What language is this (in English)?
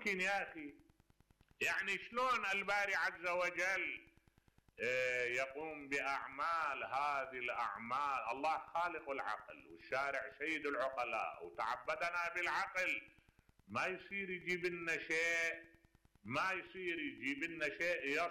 Mesopotamian Arabic